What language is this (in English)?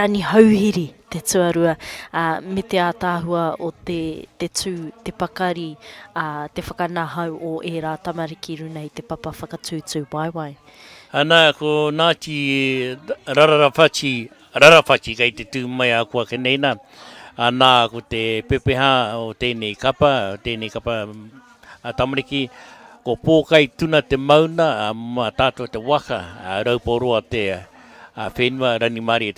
Māori